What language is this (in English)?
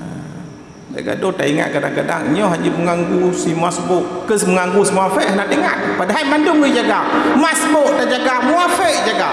Achinese